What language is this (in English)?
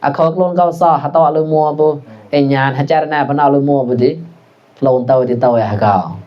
Mon